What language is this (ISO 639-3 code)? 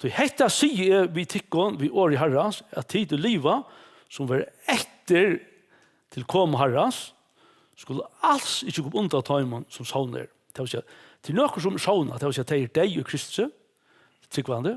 fao